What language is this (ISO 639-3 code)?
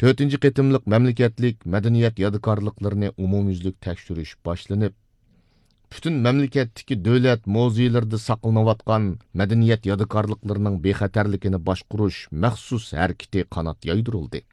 uig